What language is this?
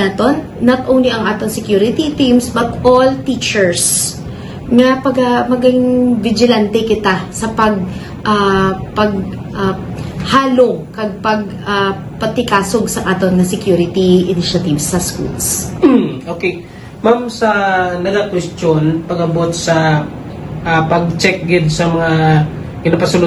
Hiligaynon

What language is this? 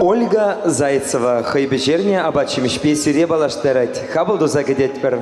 Chuvash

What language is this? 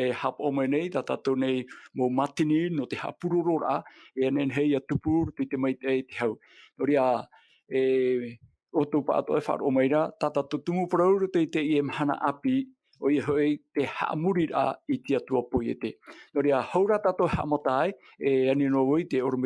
Tahitian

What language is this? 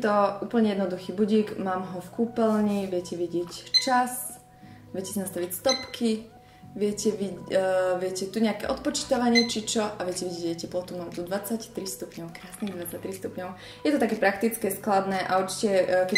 Slovak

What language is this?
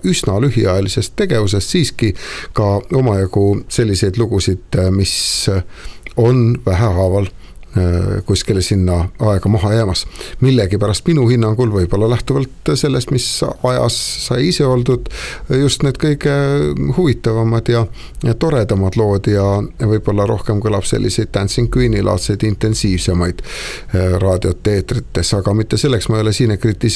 Estonian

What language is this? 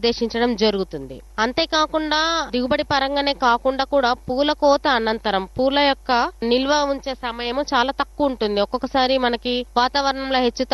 Telugu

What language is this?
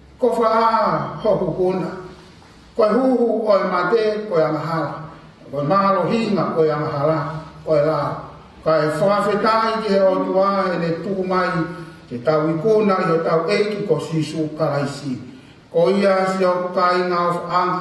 Tongan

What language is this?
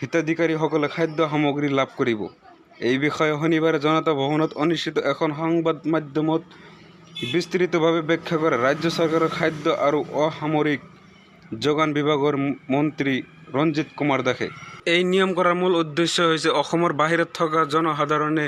Assamese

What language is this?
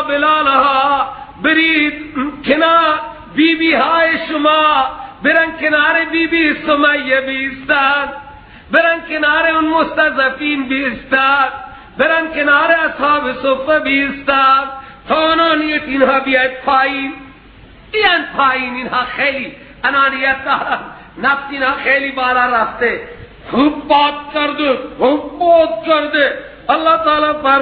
Persian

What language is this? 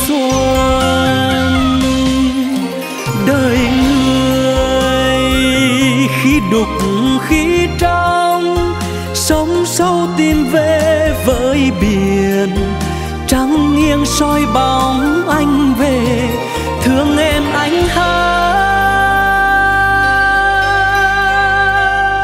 Vietnamese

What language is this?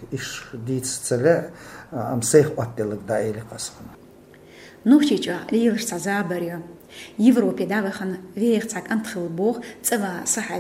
Chechen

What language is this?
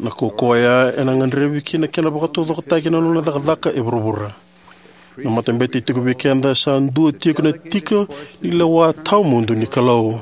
Fijian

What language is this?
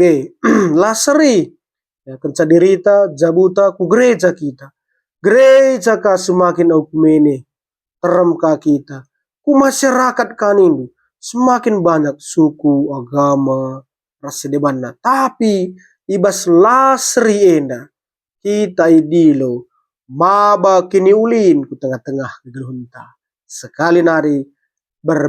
Batak Karo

